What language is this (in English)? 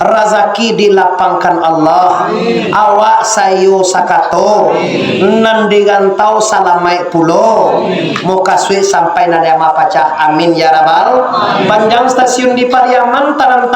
Minangkabau